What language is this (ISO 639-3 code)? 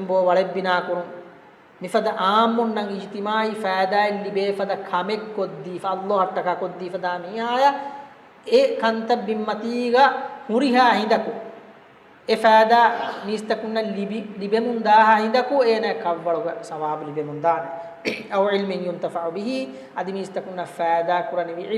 div